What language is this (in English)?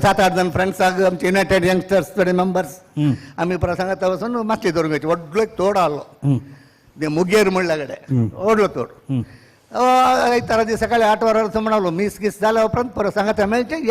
Konkani